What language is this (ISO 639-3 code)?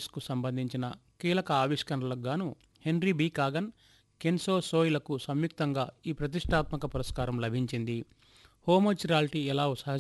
tel